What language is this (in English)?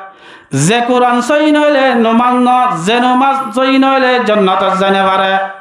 Rohingya